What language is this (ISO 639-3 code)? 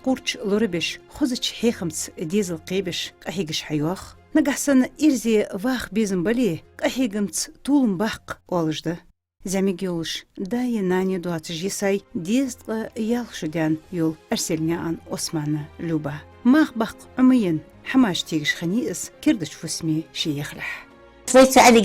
inh